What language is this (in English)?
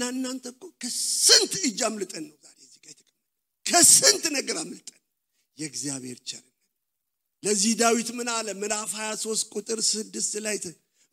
Amharic